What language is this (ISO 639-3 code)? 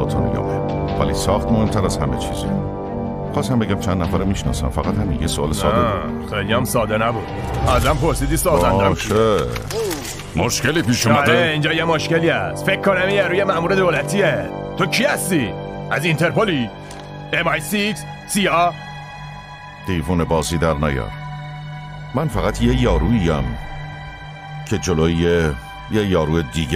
fas